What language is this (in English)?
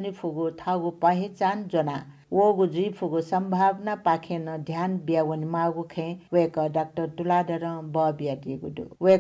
Newari